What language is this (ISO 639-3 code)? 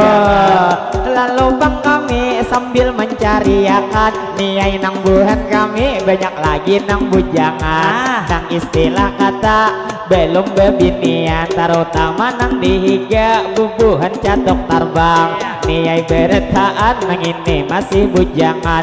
bjn